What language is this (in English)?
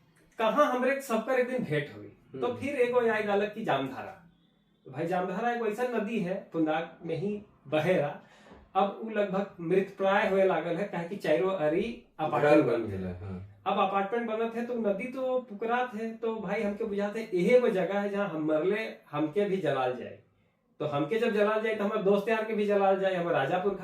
Sadri